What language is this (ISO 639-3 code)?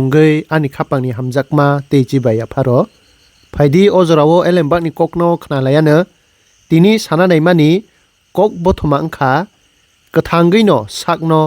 trp